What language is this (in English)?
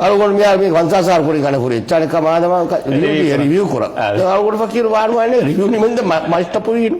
Divehi